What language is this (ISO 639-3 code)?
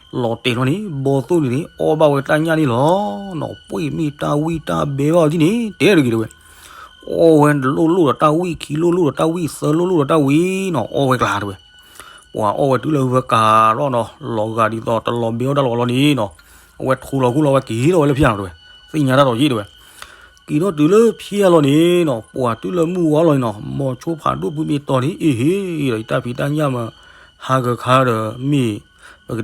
ksw